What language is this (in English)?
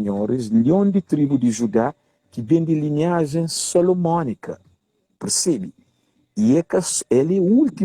Kabuverdianu